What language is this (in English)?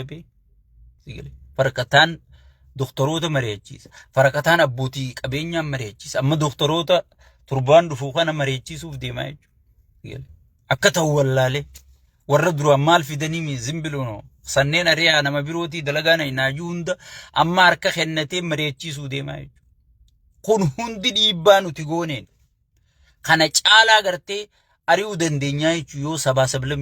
Oromo